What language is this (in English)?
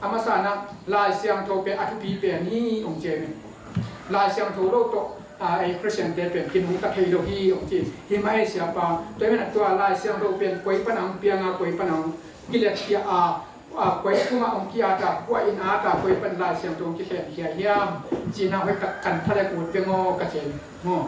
Tedim Chin